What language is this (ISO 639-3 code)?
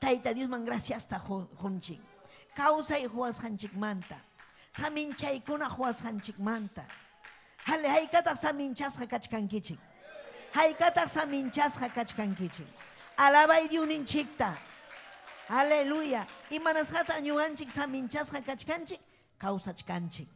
quy